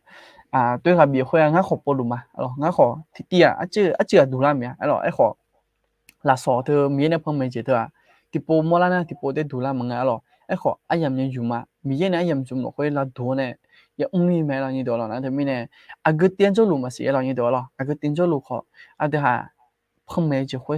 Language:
Akha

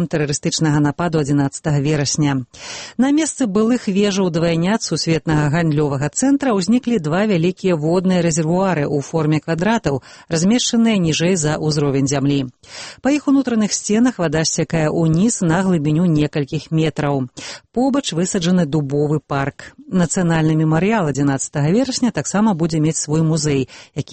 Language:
Belarusian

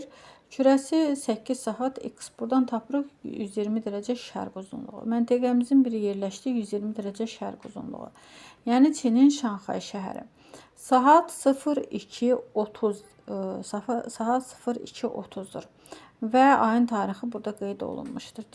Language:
Azerbaijani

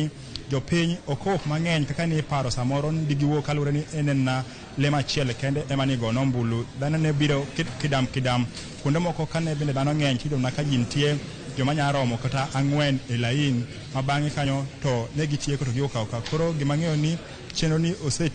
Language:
Luo (Kenya and Tanzania)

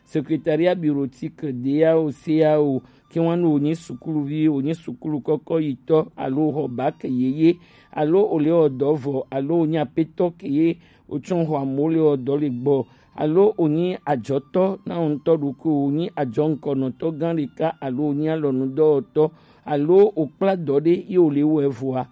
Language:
Gen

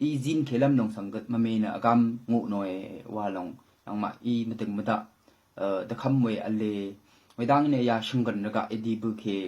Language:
Rawang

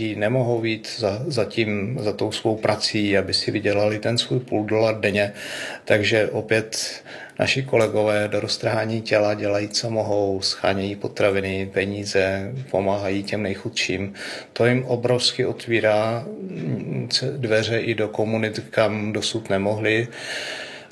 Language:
Czech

